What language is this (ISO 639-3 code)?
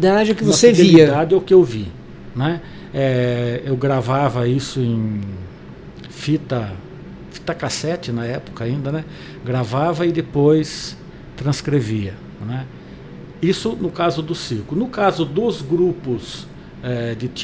por